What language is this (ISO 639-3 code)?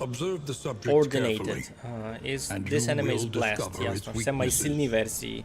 rue